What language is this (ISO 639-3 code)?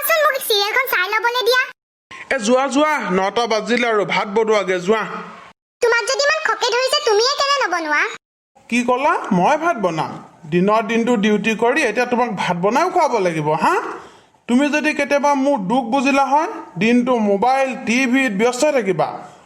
asm